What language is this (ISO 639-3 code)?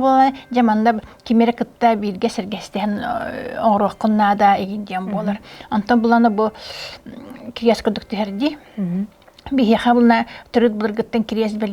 sah